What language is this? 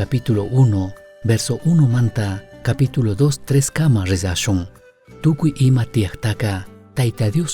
Chimborazo Highland Quichua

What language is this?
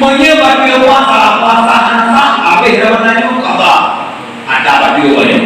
Achinese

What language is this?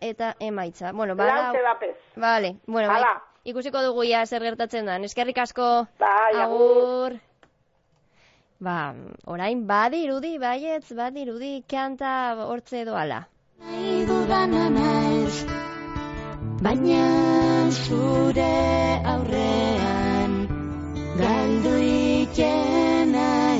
Basque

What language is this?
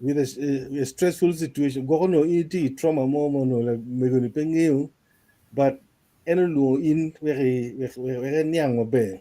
Acoli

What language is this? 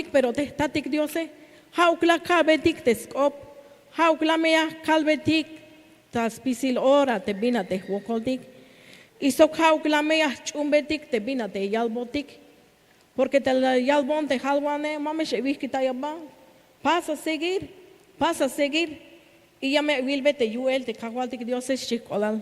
Tzeltal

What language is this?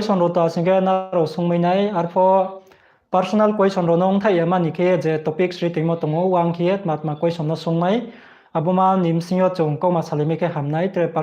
Riang (India)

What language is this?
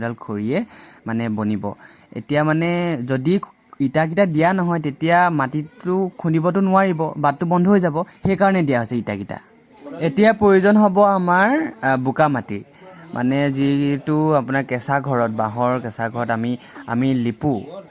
Assamese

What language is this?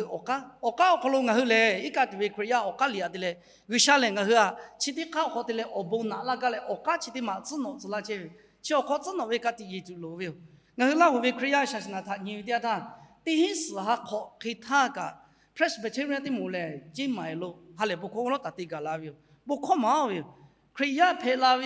Lahu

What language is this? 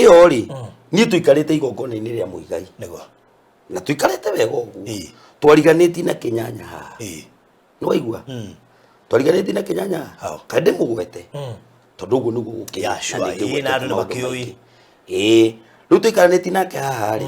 Kikuyu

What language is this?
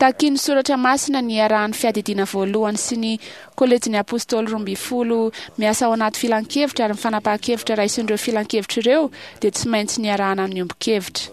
Malagasy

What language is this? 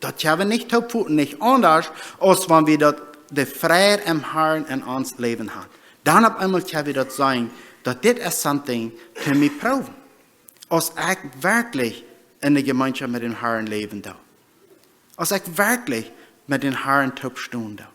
Plautdietsch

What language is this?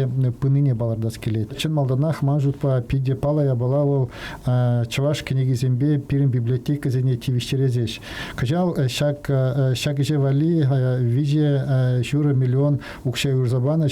Chuvash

